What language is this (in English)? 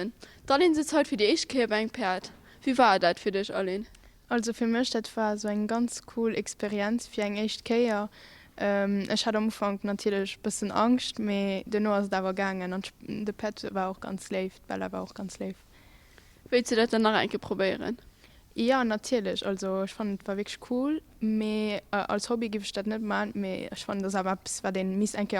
Luxembourgish